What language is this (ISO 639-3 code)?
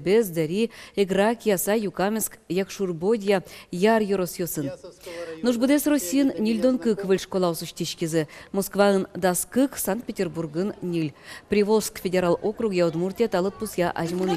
udm